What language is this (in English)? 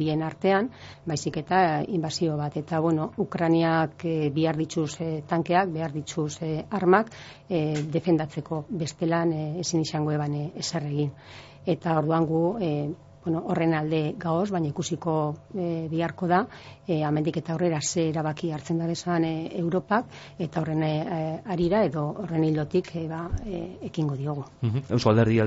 Basque